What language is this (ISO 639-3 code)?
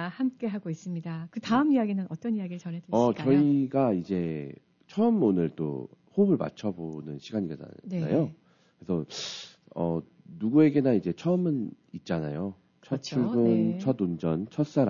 kor